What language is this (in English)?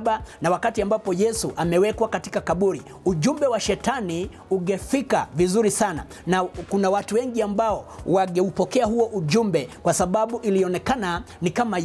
Swahili